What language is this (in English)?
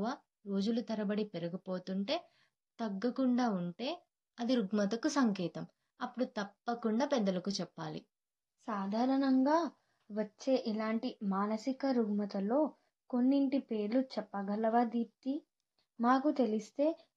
Telugu